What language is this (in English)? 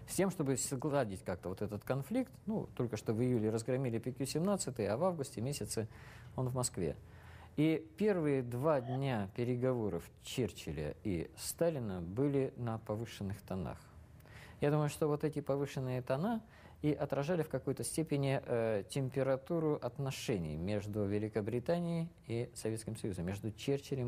Russian